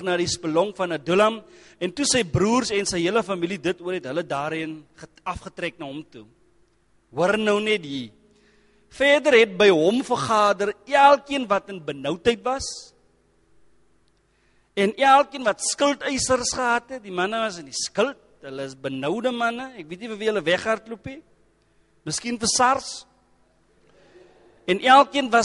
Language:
Afrikaans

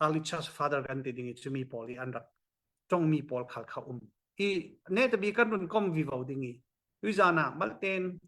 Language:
Falam Chin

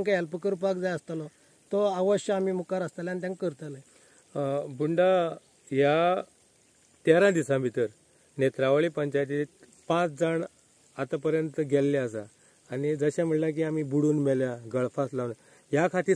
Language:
Konkani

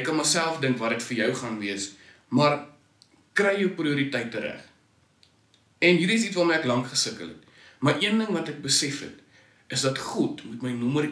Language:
Afrikaans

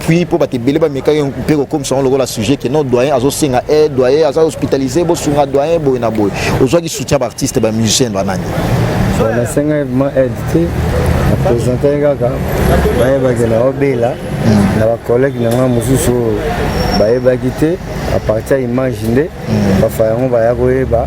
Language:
Lingala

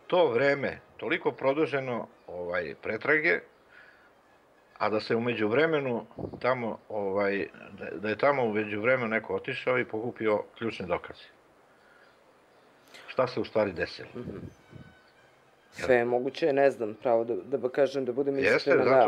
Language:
Serbian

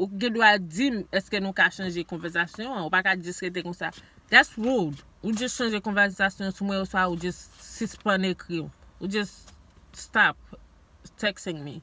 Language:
Haitian Creole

